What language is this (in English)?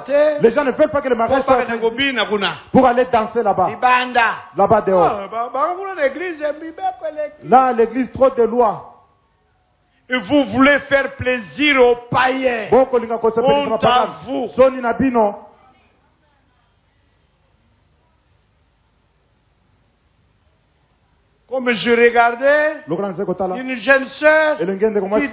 French